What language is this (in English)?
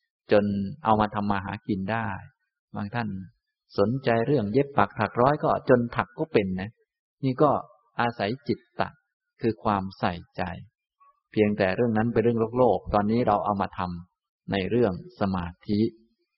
Thai